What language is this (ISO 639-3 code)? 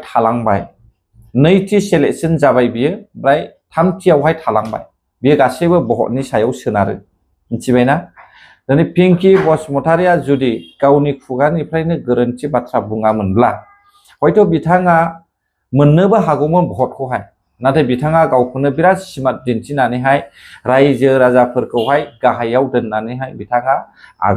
brx